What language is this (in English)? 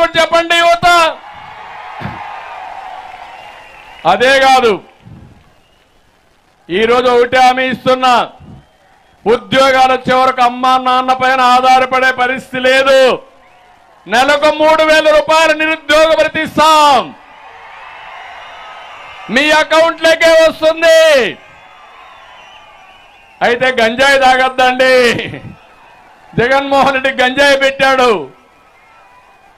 Telugu